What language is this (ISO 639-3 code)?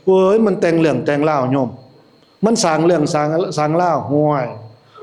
tts